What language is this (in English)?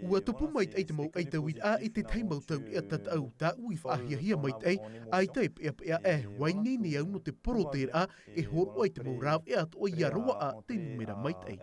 Tahitian